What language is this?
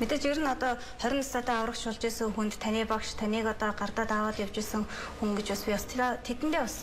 Mongolian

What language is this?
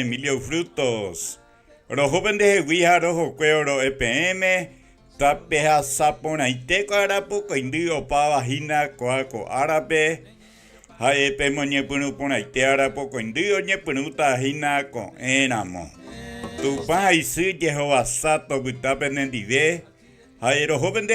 Guarani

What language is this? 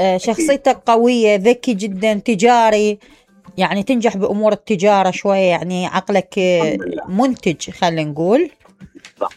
Mesopotamian Arabic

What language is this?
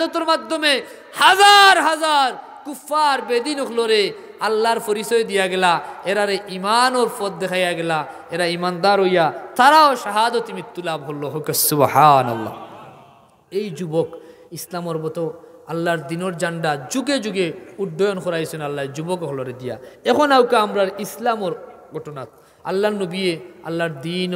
Sylheti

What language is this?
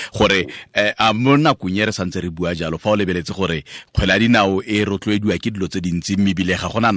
Tswana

